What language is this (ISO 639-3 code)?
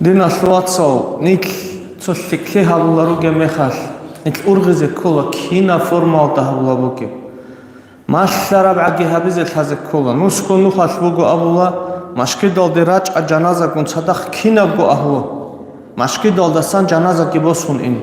ava